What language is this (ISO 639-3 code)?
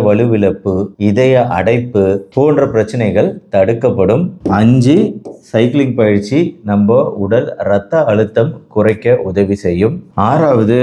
tam